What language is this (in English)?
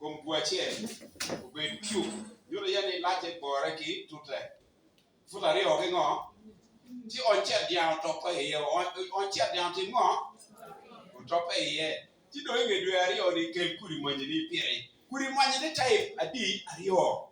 Acoli